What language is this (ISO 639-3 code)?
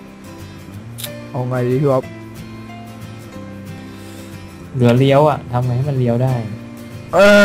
tha